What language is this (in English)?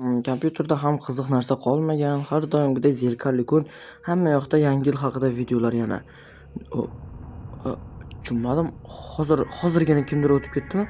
Uzbek